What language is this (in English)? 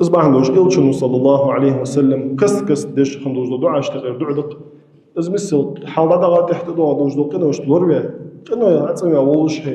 Ingush